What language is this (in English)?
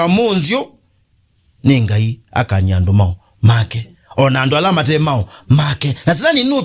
Kamba